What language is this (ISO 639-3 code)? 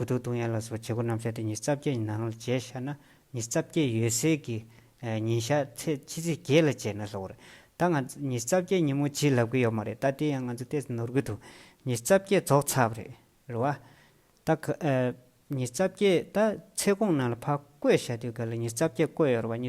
bod